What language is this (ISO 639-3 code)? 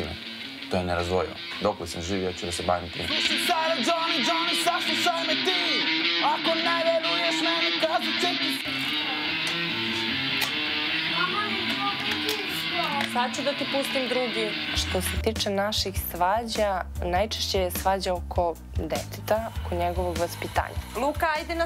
srp